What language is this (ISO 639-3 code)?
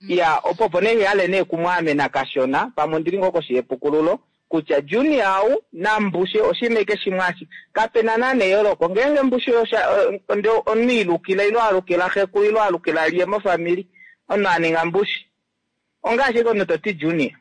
kua